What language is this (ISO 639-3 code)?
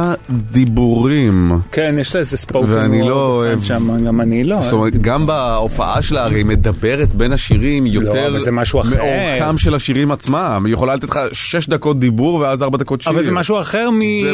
heb